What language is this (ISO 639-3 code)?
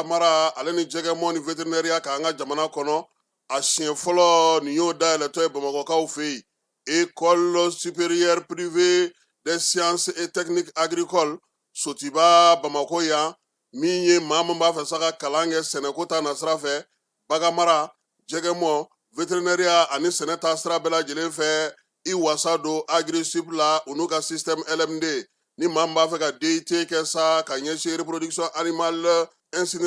bam